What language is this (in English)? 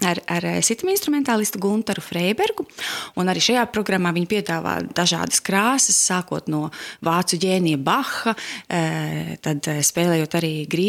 Latvian